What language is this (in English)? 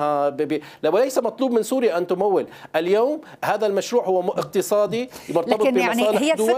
Arabic